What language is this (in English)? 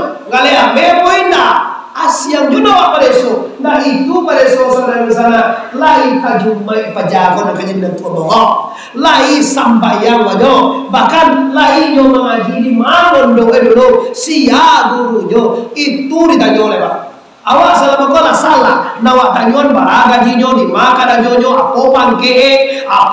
Minangkabau